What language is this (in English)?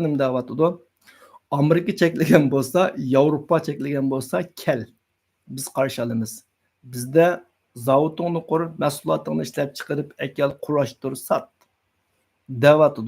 Uyghur